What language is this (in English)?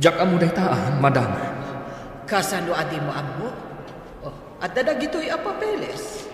Iloko